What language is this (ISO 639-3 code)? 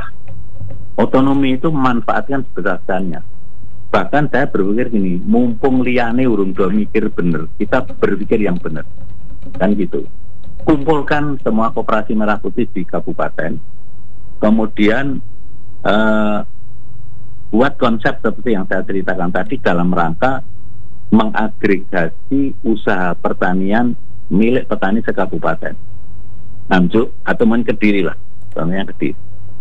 ind